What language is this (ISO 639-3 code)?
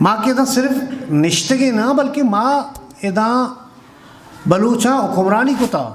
bgp